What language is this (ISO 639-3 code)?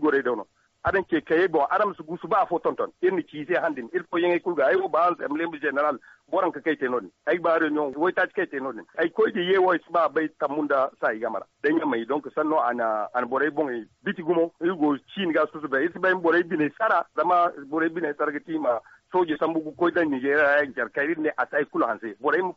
dje